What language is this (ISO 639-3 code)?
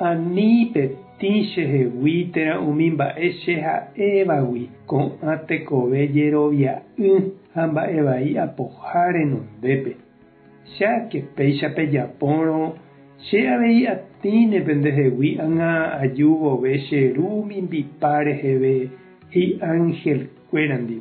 grn